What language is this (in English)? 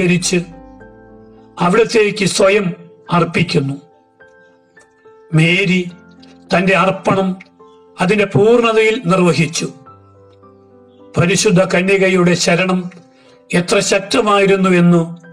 Malayalam